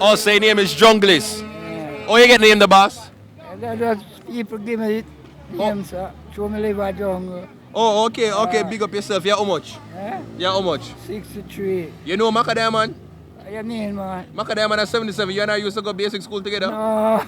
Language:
Jamaican Creole English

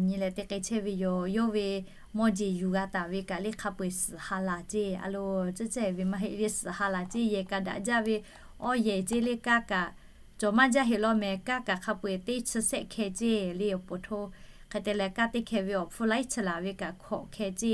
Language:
Lahu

